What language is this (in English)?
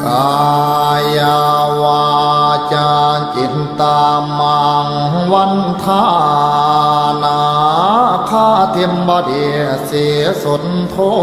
Pali